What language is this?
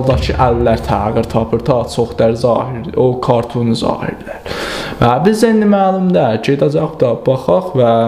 South Azerbaijani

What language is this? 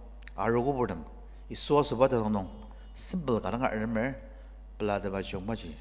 Ao Naga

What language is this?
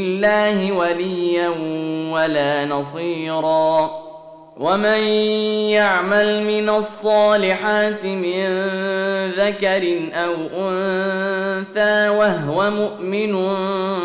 Arabic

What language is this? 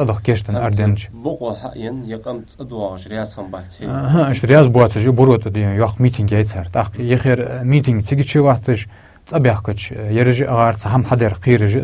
Ingush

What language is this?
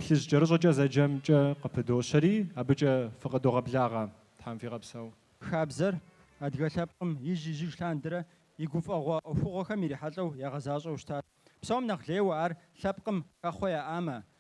Kabardian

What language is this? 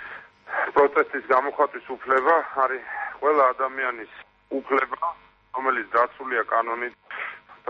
Georgian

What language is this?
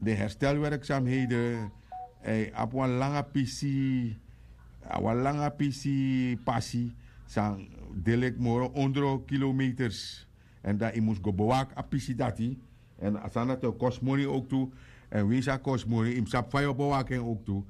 Sranan Tongo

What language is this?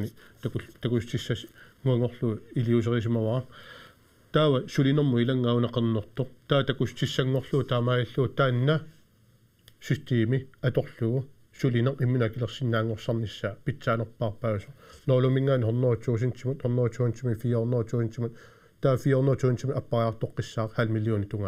Kalaallisut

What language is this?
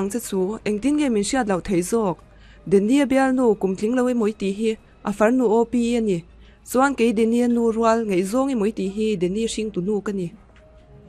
Mizo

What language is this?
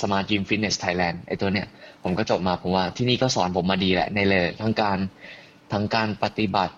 Thai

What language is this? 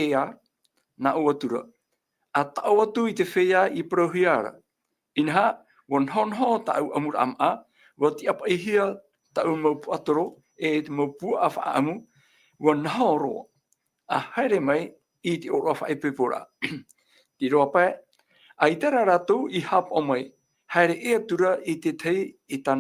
Tahitian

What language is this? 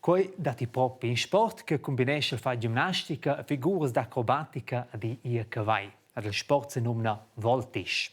Romansh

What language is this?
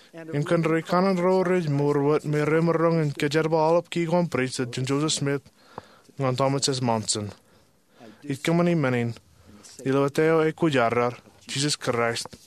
Marshallese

